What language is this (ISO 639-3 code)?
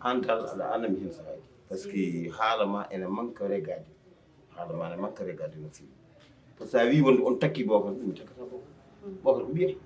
ful